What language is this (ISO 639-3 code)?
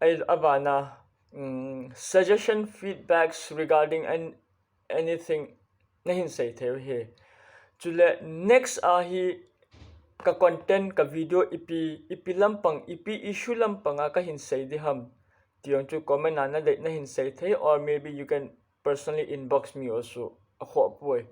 tcz